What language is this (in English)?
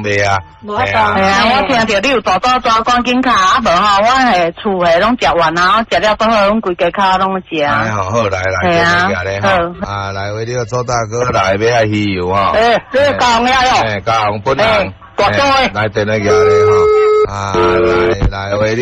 Min Nan Chinese